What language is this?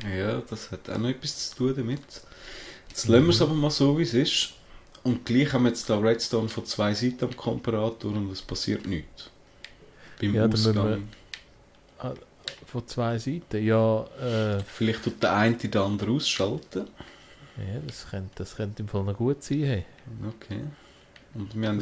Swiss German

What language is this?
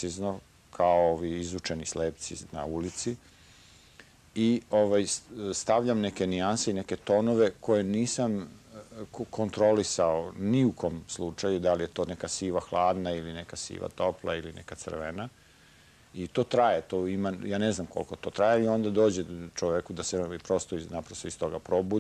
Serbian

